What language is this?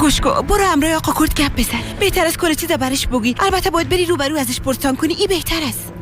Persian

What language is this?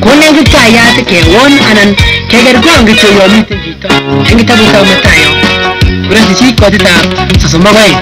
Kalenjin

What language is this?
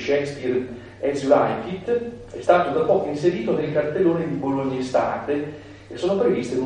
Italian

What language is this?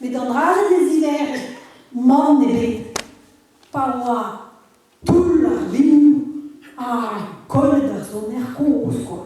Breton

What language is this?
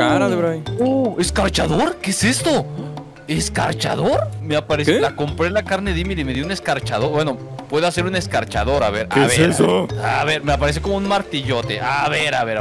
Spanish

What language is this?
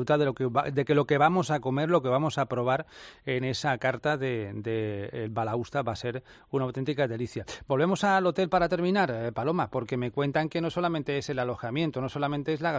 Spanish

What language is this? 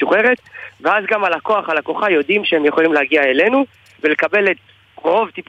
Hebrew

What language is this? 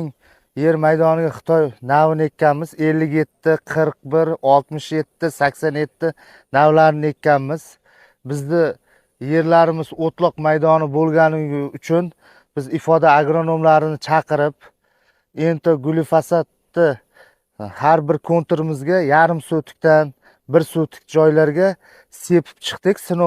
Uzbek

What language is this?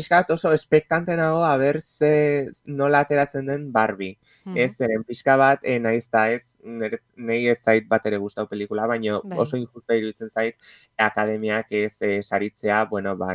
Basque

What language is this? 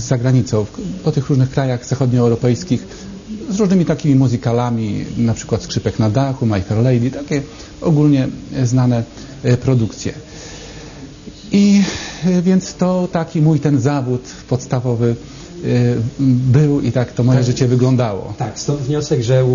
Polish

